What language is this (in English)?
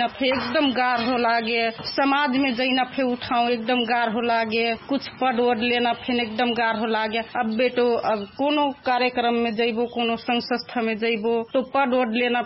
Dangaura Tharu